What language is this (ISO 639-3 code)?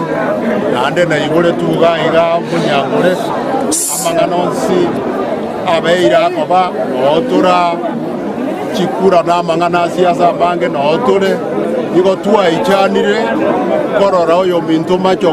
guz